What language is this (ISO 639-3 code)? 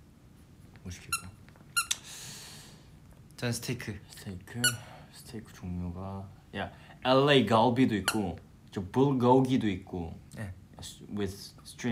kor